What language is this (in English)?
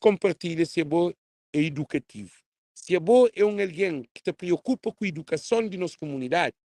Kabuverdianu